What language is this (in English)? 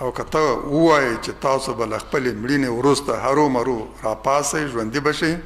Pashto